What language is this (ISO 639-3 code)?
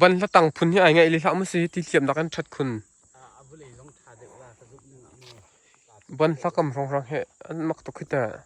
cnh